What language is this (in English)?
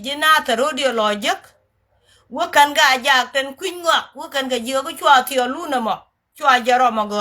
Nuer